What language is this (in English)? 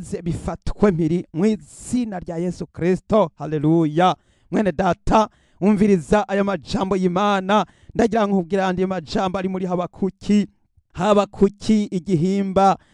Rundi